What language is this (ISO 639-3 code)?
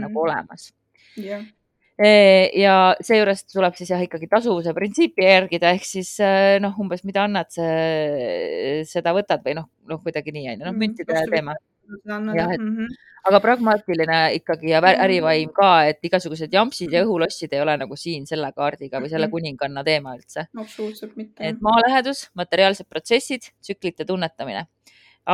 est